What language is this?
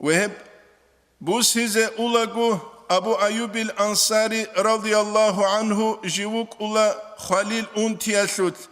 Avaric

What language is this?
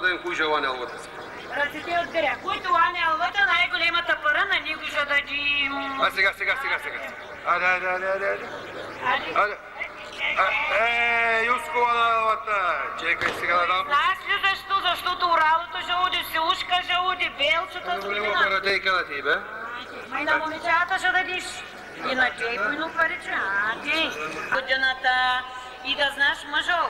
Bulgarian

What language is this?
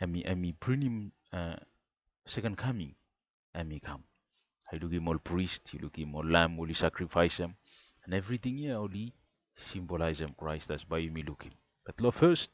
Bislama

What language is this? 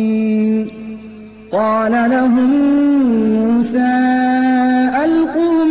Arabic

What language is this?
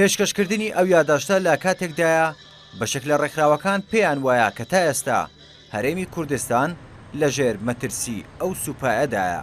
Central Kurdish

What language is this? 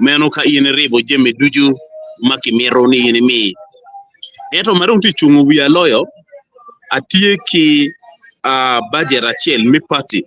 Acoli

